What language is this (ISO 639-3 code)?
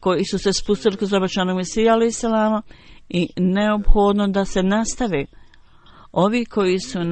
bos